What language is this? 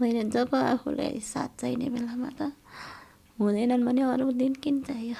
Nepali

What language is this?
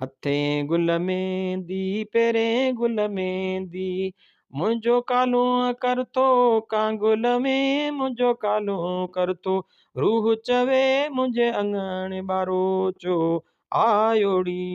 Sindhi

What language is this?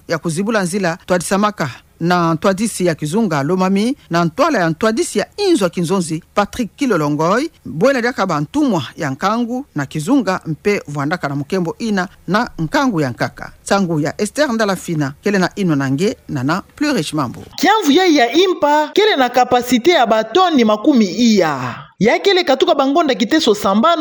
Kituba (Democratic Republic of Congo)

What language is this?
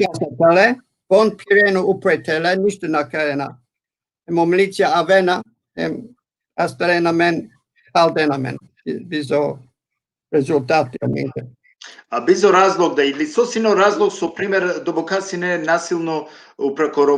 Balkan Romani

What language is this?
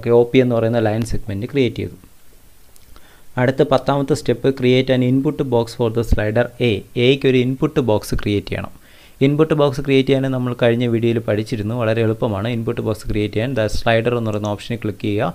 Malayalam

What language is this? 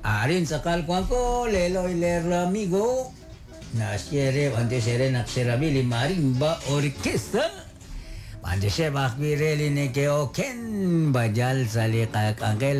Kekchí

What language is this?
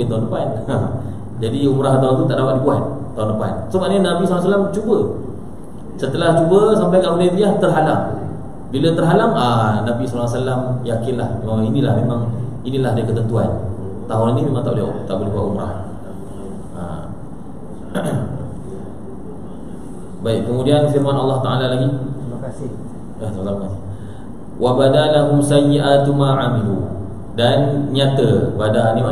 Malay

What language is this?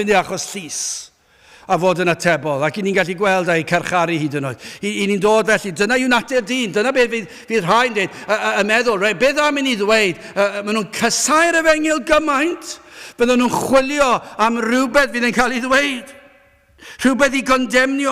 Welsh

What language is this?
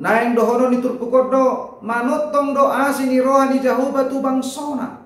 Batak Toba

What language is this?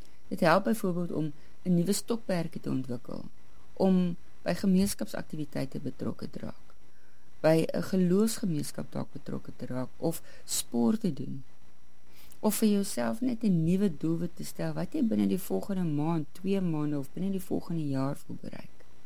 Afrikaans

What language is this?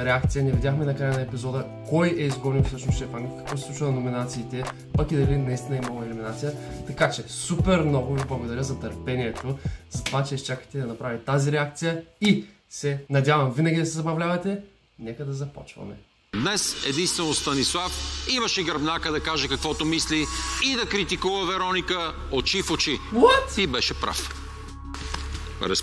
Bulgarian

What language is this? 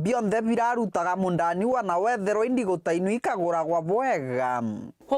Meru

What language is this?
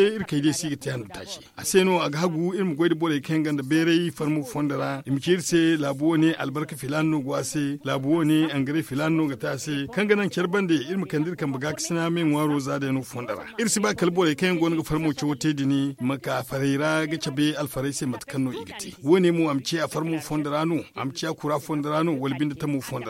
Zarma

